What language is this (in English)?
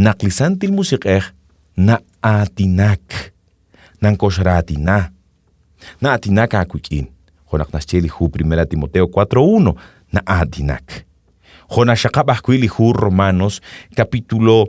Kekchí